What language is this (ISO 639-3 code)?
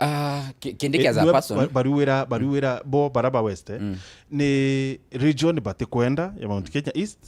mer